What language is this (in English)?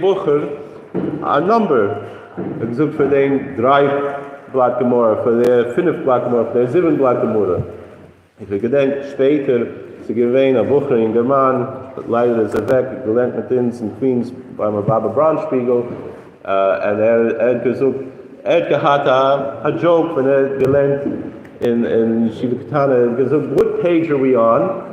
Yiddish